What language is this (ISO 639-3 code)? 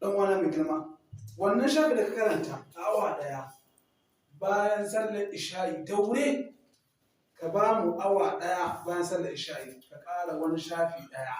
hau